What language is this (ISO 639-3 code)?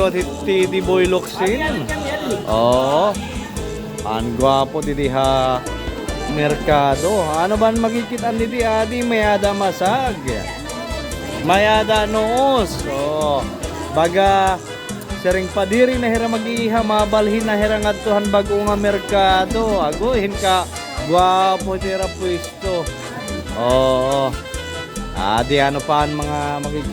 war